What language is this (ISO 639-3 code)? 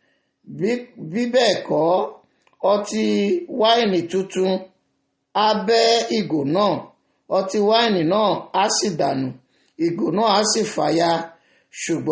yor